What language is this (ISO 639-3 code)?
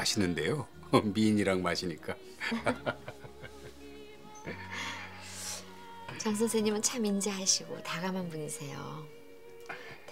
kor